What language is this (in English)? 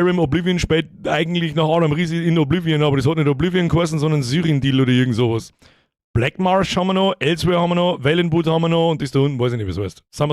Bavarian